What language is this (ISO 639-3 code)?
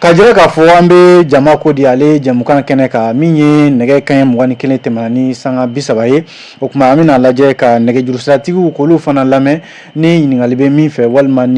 bam